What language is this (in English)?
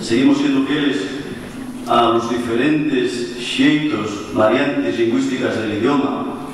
Asturian